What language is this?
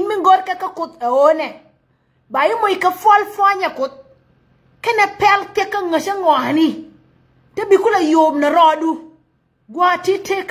Nuer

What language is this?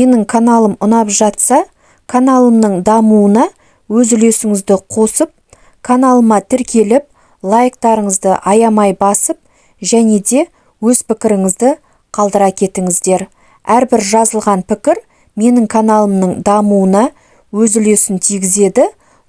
Kazakh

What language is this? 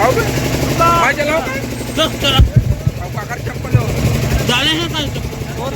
Chhattisgarhi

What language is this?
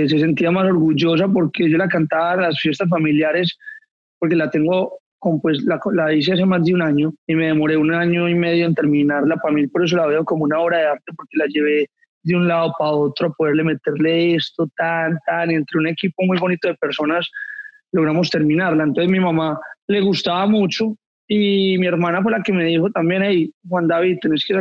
Spanish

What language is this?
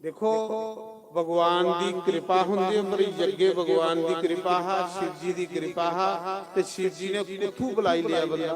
Dogri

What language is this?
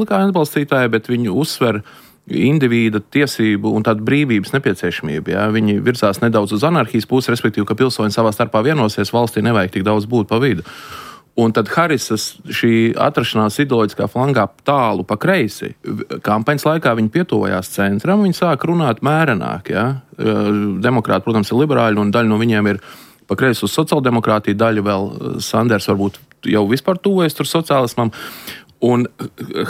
Latvian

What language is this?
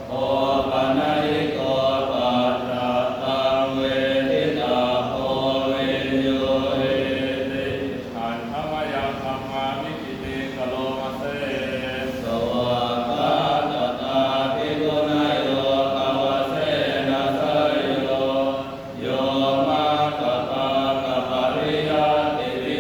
Pali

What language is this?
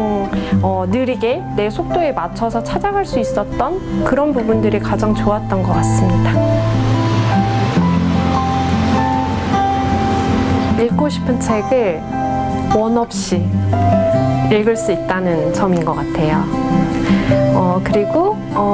Korean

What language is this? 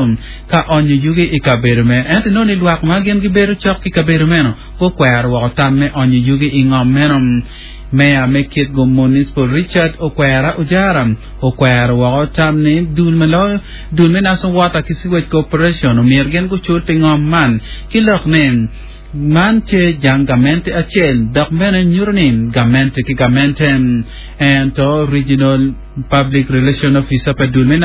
Acoli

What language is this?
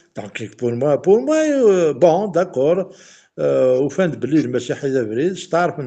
Kabyle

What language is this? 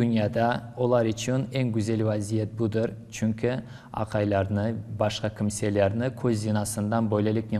Crimean Tatar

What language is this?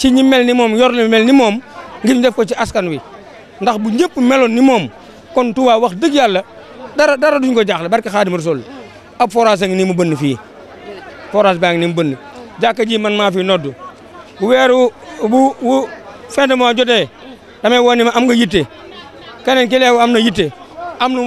Wolof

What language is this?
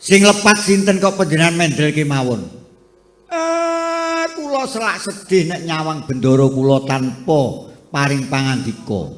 Javanese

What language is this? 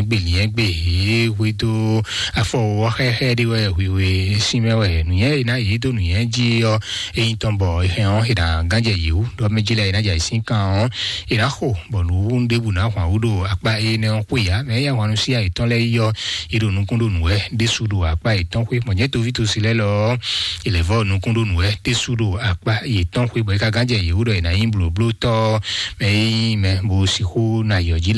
Fon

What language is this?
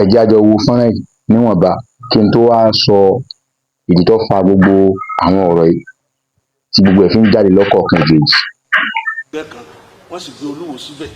Yoruba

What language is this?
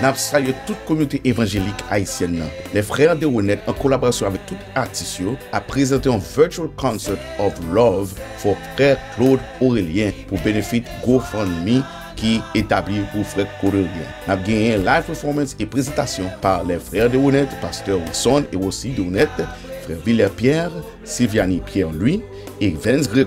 Haitian Creole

